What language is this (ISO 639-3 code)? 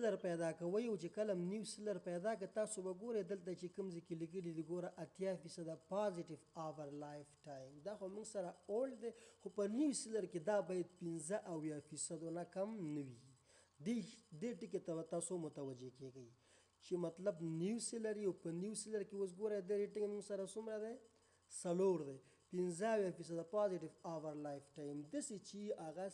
pus